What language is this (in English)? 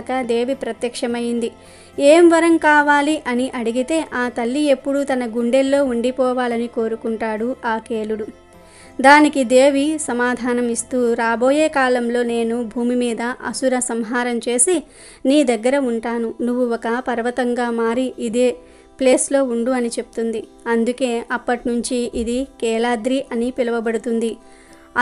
Telugu